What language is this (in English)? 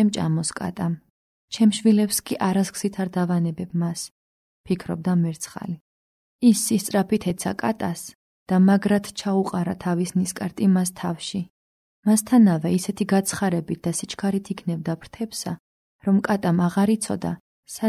Georgian